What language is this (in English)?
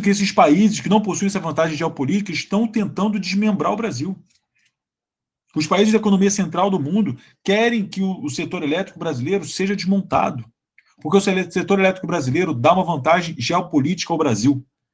Portuguese